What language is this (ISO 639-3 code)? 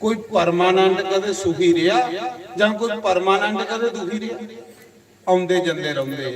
doi